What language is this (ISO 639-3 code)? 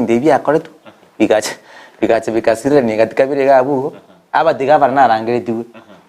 guz